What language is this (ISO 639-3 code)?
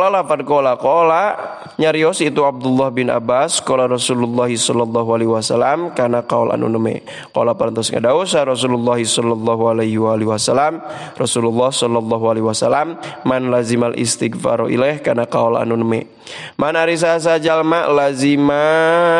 sun